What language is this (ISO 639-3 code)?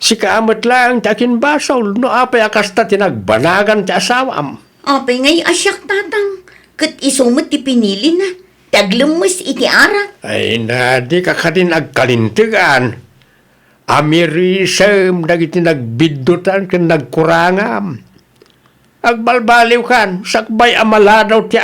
ilo